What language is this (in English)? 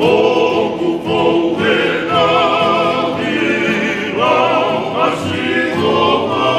Tongan